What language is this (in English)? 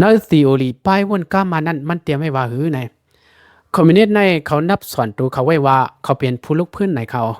Shan